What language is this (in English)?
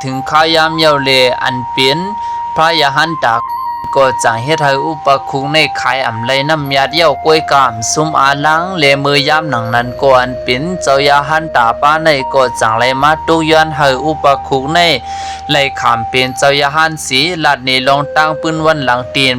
Shan